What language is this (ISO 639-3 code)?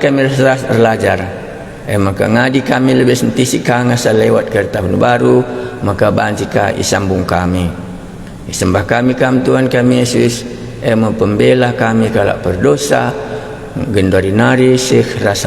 btx